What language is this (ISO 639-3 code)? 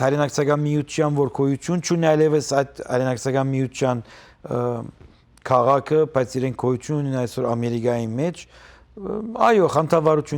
hyw